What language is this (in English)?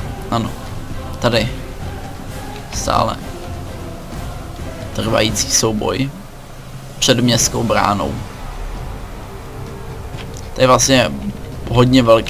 Czech